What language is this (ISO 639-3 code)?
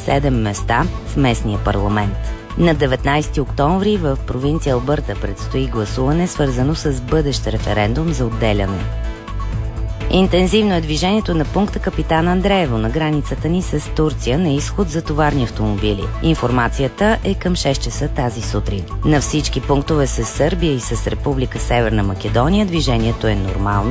bul